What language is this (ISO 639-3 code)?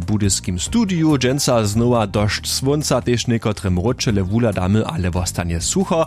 hsb